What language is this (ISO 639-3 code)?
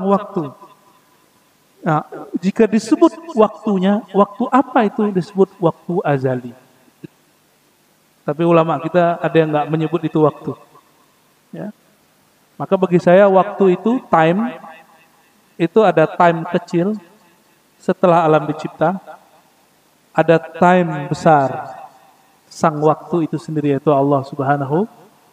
ind